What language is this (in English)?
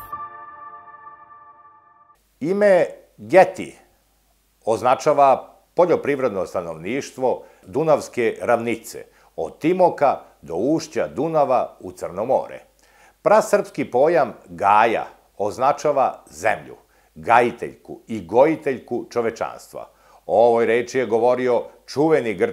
Serbian